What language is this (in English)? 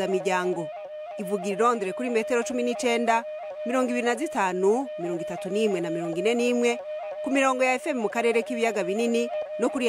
Rundi